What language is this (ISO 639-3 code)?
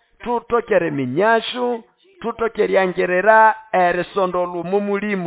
nnb